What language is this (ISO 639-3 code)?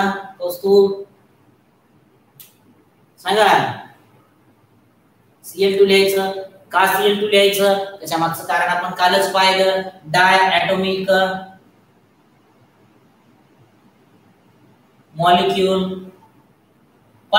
mar